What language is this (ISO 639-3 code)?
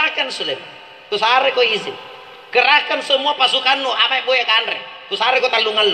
mak